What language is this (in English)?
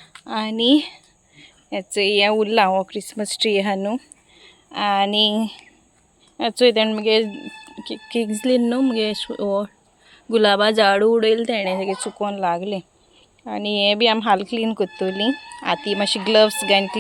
Konkani